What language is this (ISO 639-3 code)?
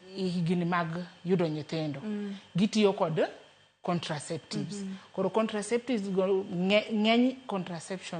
luo